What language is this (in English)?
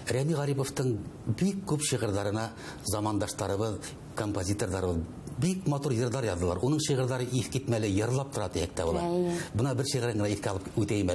Bashkir